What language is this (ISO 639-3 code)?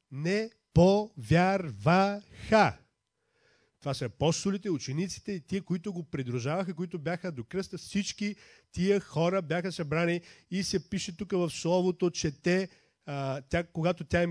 bul